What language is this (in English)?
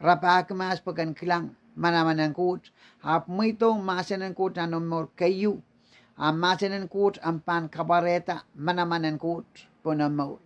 Pohnpeian